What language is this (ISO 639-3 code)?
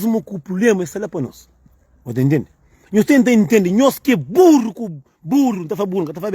kea